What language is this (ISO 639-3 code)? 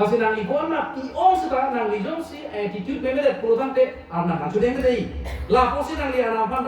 mjw